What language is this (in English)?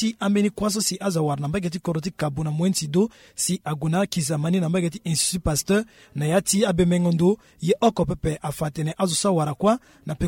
Sango